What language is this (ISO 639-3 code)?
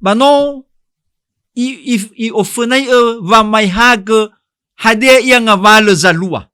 nia